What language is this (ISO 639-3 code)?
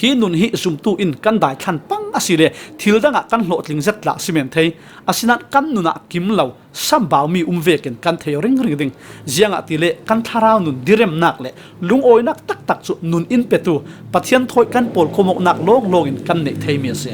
cfm